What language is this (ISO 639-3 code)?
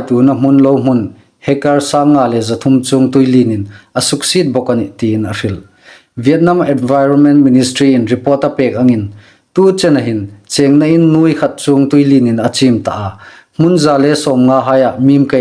hmr